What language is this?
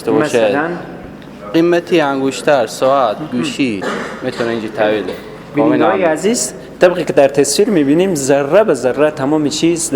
Persian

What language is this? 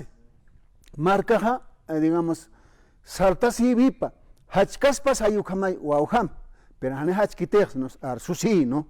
Aymara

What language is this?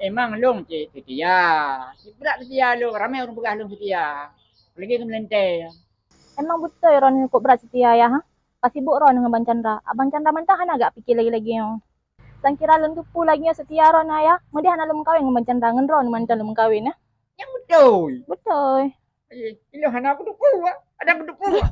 Achinese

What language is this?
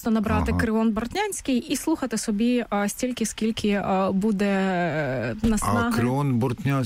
Ukrainian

